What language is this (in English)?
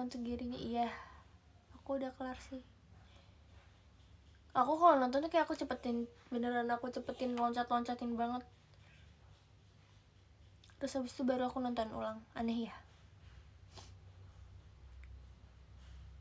Indonesian